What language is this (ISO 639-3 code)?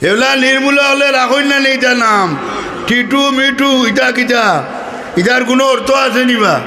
syl